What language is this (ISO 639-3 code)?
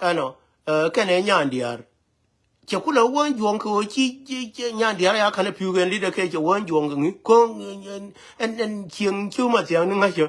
nus